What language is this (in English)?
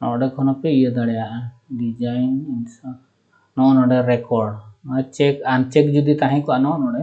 Santali